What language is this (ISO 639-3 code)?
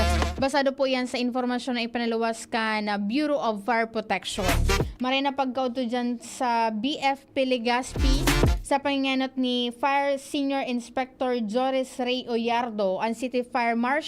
bik